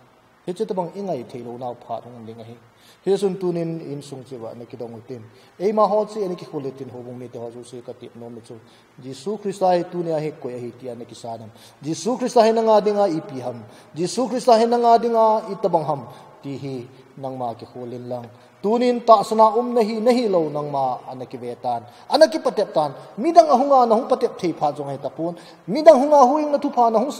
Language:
Thado Chin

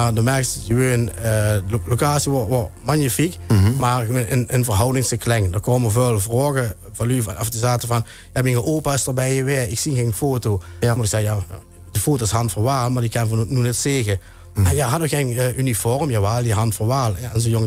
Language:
Limburgish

